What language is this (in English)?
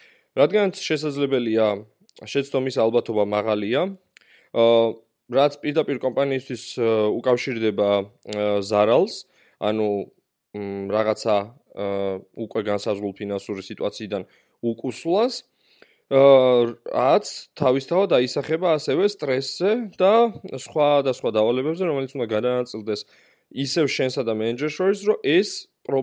Georgian